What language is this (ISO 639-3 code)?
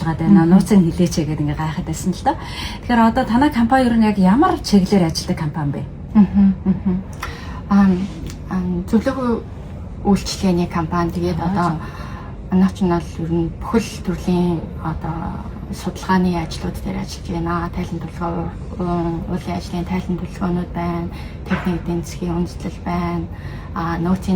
mon